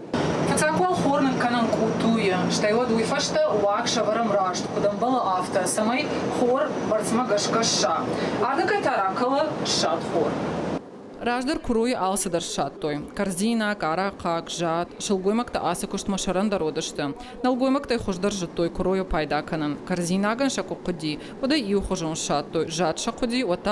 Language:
Ossetic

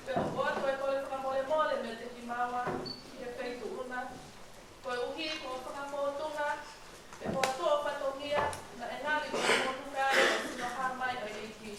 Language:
Tongan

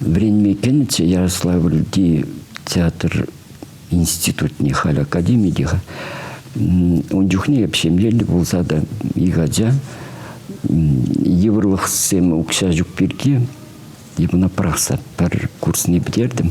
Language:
Chuvash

